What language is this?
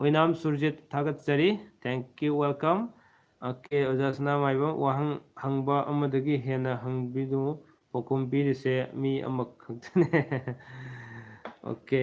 Manipuri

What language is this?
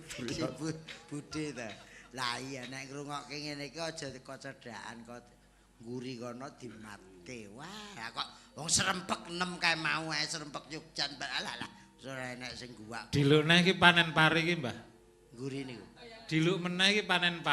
Javanese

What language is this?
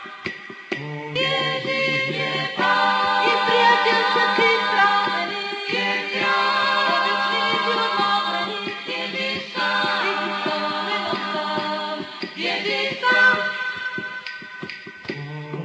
Slovak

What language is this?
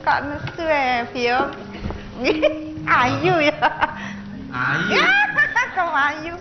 Javanese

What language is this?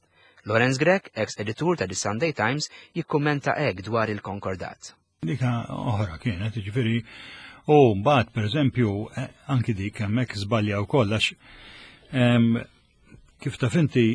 Maltese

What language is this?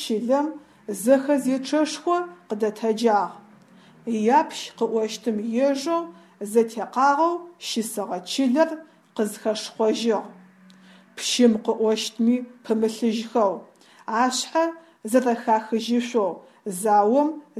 Adyghe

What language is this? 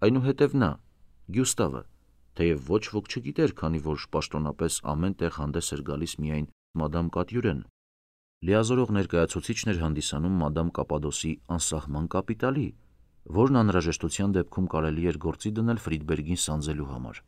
Armenian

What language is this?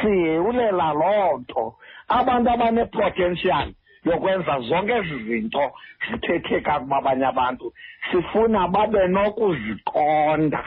Xhosa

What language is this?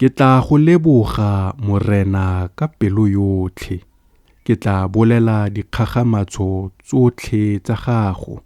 Tswana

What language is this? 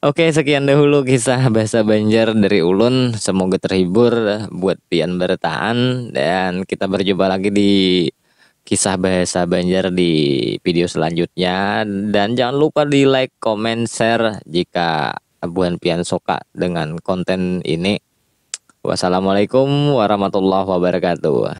Banjar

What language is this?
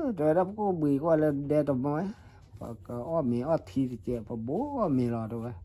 S'gaw Karen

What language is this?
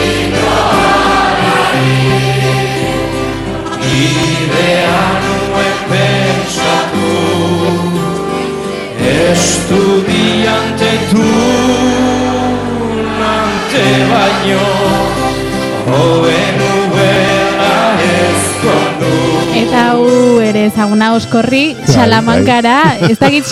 Basque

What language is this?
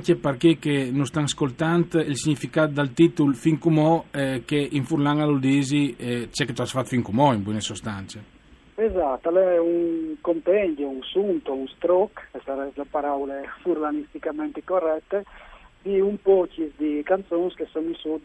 Friulian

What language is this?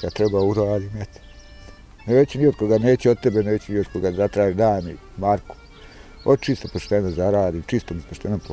Bosnian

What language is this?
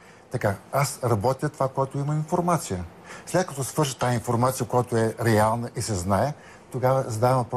Bulgarian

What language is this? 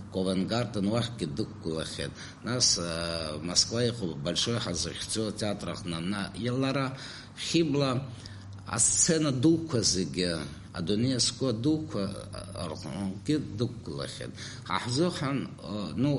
Abkhazian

